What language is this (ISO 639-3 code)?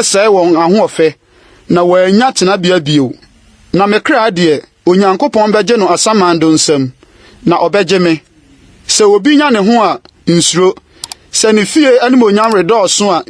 aka